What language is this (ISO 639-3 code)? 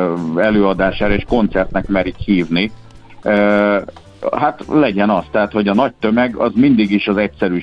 hun